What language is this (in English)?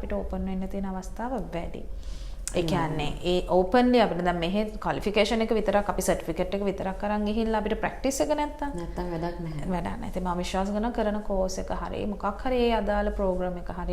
Sinhala